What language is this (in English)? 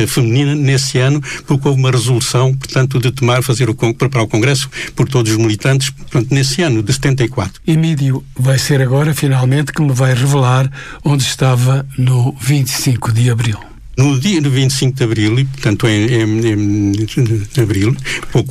Portuguese